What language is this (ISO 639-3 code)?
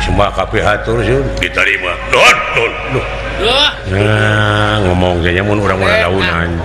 sun